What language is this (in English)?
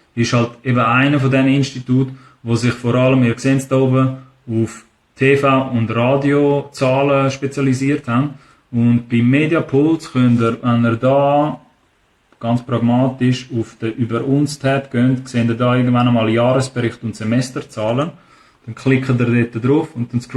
Swiss German